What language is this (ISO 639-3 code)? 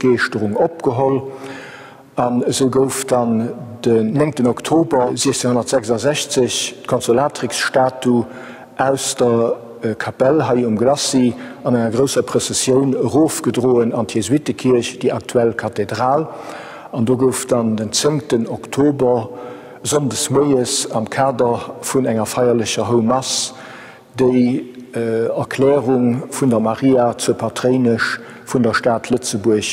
ltz